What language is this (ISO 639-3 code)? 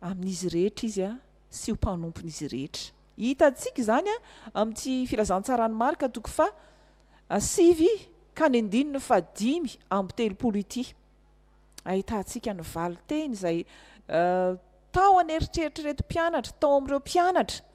mlg